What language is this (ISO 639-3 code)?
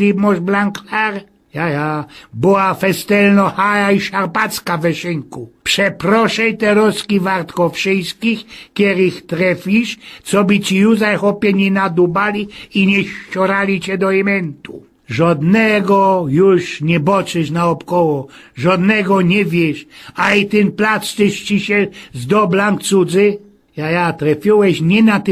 szl